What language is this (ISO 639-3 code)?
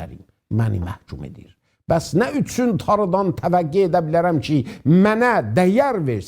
azb